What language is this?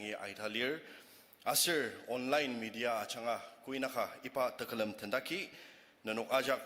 Ao Naga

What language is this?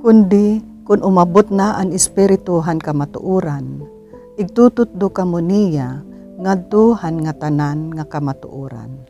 Waray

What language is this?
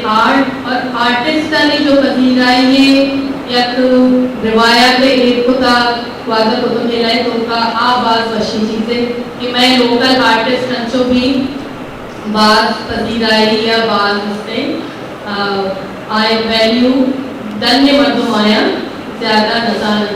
Eastern Balochi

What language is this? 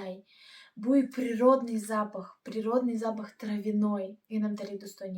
Tajik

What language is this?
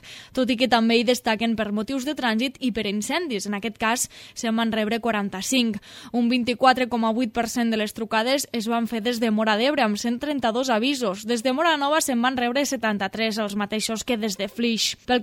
Catalan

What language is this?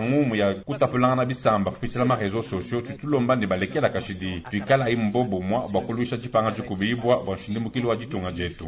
Luba-Lulua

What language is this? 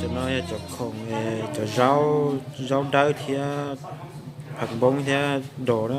Hmong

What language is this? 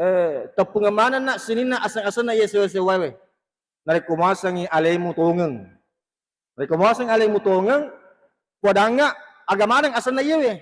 Buginese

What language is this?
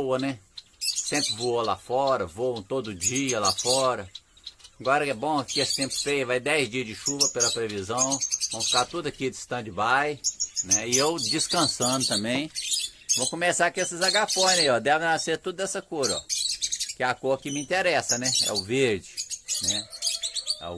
Portuguese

